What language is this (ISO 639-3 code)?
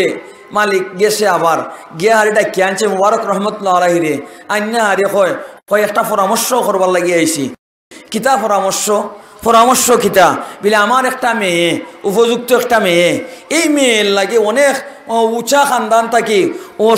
syl